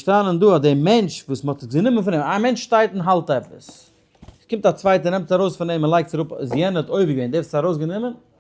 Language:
Yiddish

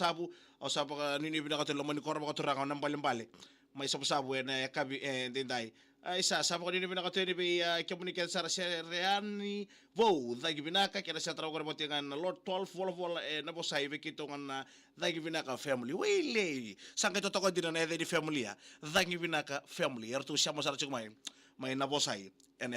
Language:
Fijian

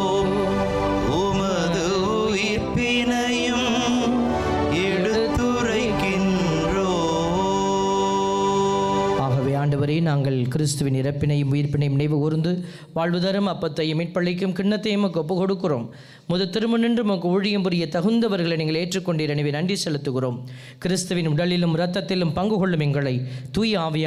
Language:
Tamil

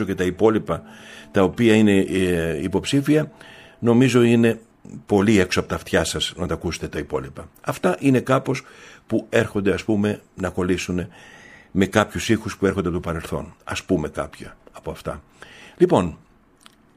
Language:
Greek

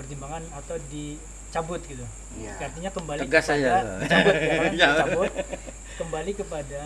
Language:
Banjar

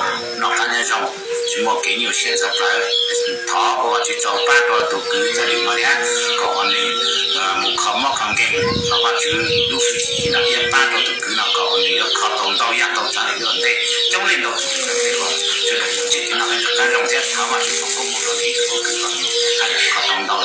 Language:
Hmong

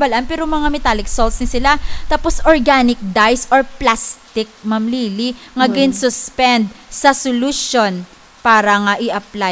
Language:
Hiligaynon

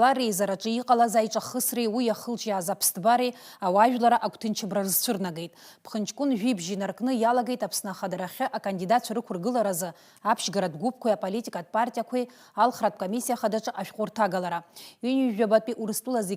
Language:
Abkhazian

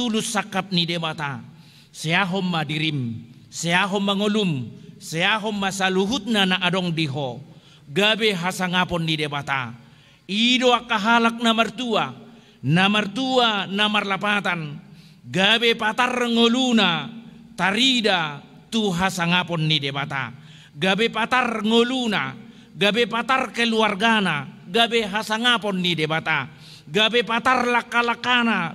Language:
Batak Toba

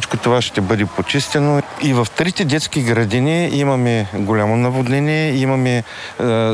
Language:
Bulgarian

